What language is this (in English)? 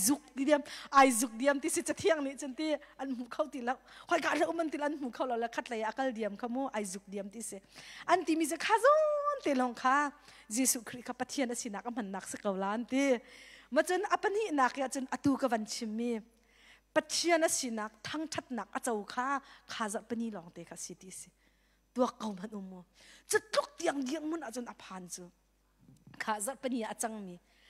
Hakha Chin